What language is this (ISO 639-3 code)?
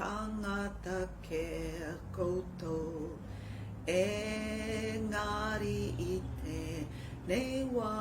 mri